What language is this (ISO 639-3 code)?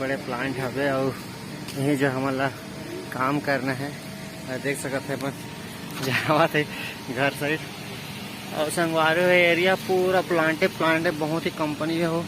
hne